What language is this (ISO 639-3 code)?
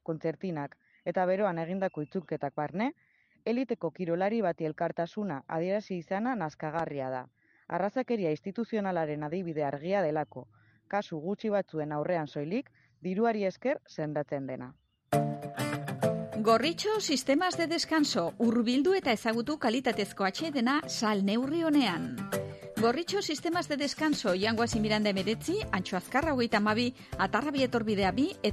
eus